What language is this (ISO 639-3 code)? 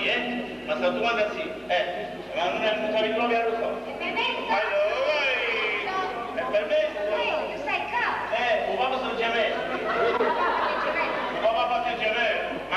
nap